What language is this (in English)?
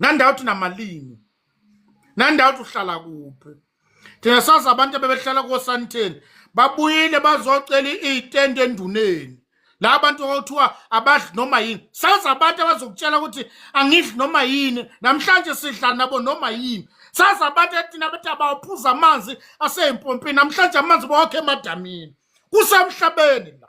Zulu